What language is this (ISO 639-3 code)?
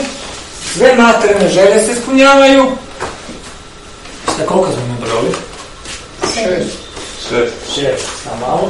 hrv